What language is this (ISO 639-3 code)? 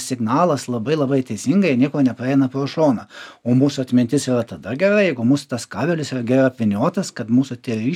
lit